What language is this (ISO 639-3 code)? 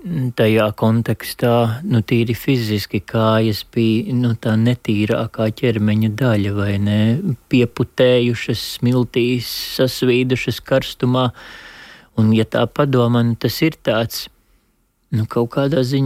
lav